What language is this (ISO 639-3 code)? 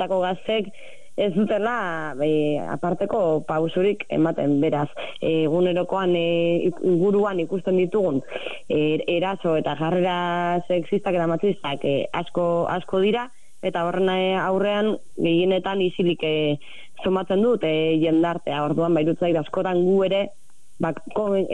eus